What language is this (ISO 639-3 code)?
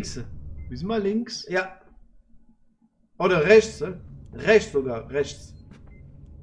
deu